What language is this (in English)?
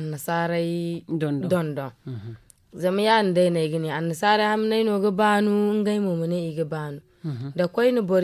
Zarma